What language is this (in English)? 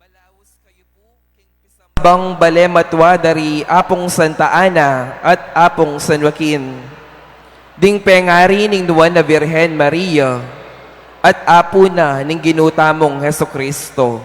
Pampanga